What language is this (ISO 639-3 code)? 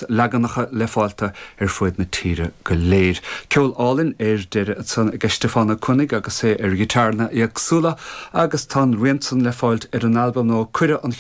gle